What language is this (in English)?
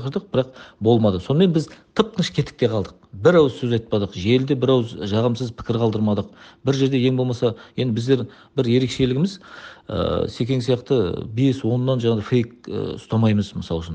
Kazakh